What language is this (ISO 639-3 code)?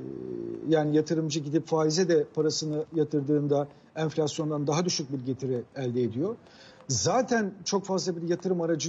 tur